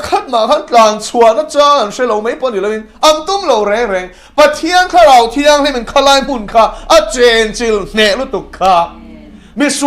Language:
Mizo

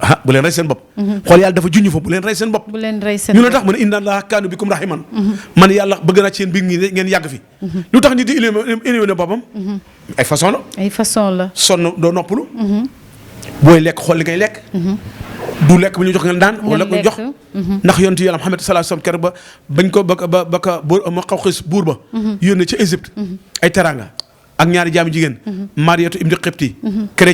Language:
Wolof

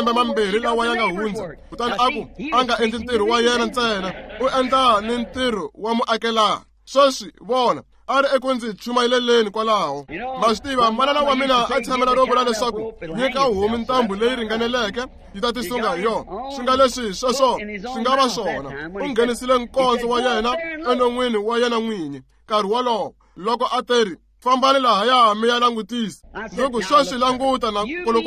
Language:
Tsonga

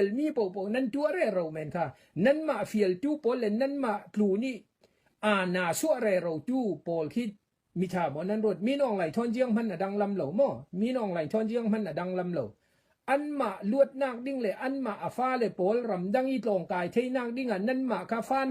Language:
Hakha Chin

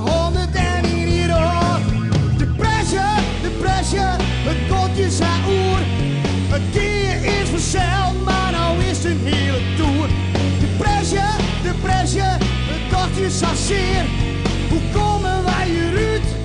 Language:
Western Frisian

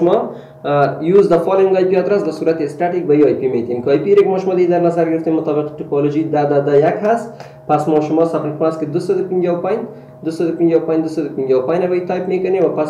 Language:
Persian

